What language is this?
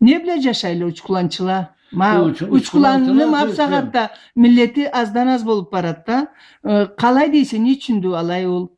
Karachay-Balkar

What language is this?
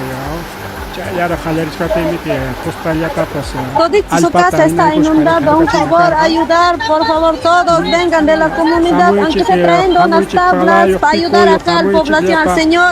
Ayacucho Quechua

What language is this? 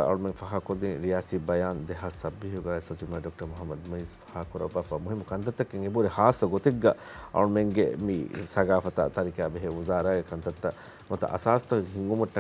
Divehi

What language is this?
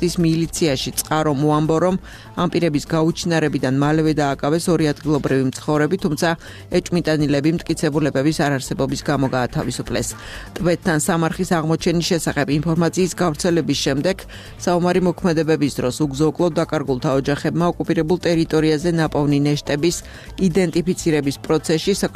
Georgian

